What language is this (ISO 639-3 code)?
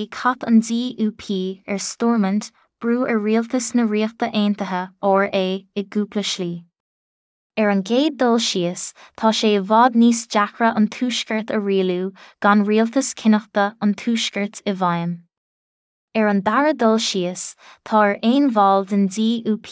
gle